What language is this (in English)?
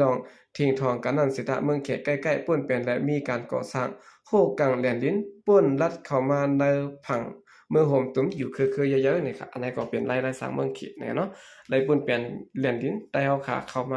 Shan